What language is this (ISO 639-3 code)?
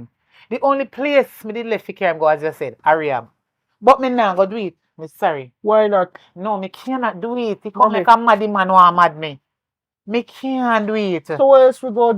jam